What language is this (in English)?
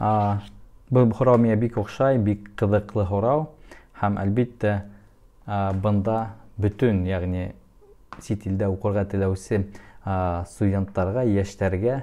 Bashkir